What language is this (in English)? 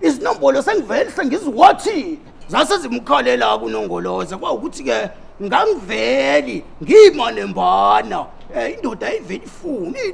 Zulu